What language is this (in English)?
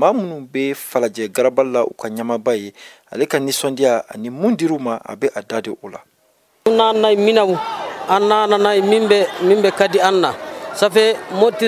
Bambara